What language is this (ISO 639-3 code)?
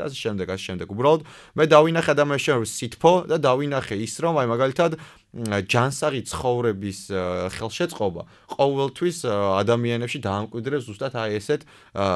kat